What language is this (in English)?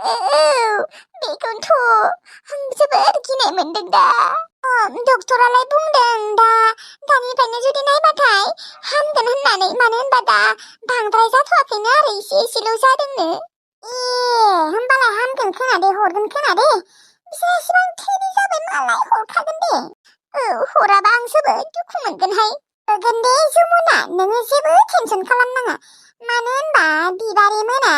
Bodo